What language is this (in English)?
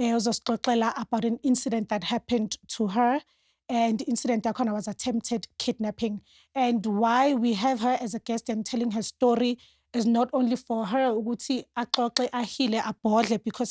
Zulu